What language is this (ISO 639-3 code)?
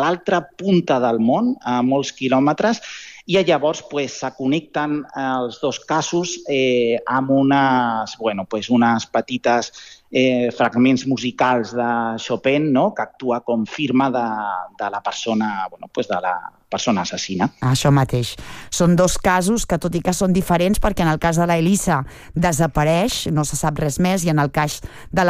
cat